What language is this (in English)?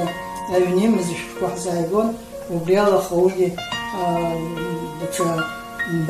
Abkhazian